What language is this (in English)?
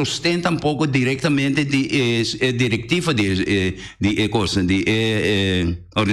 Papiamento